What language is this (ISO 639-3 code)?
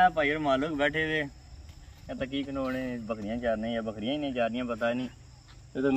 phr